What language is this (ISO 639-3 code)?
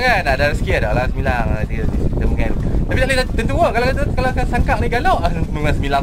msa